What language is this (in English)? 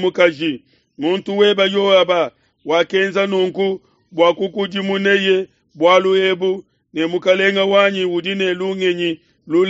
Luba-Lulua